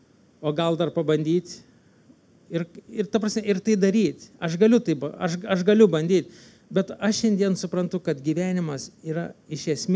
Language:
Lithuanian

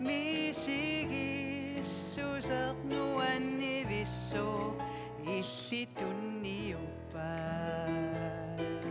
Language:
Kalaallisut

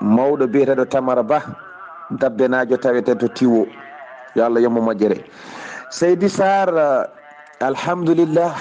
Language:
Fula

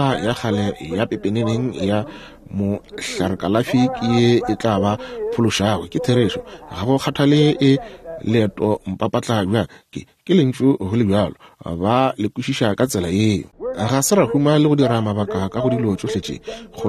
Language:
Northern Sotho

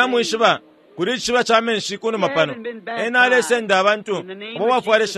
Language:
Bemba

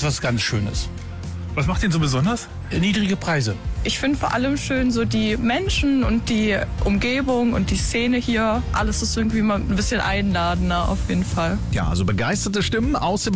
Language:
German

